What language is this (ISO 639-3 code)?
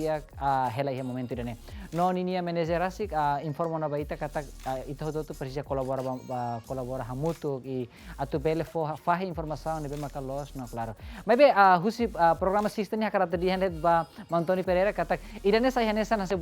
tet